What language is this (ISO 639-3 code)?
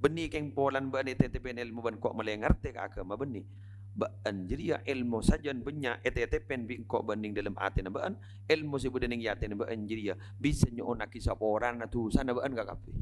mad